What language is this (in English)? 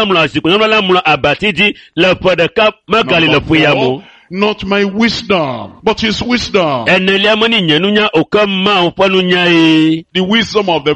Ewe